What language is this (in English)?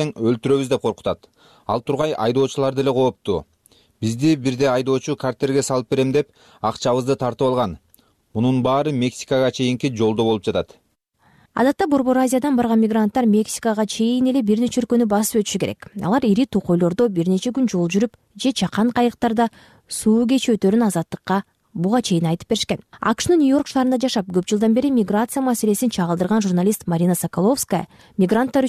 Kyrgyz